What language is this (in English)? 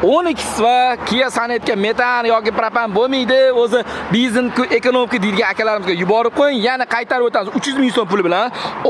Uzbek